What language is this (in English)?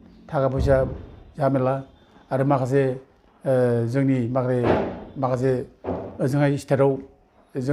Bodo